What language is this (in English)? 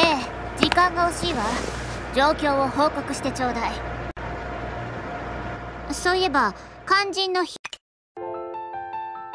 Japanese